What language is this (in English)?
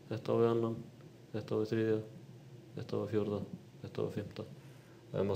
Icelandic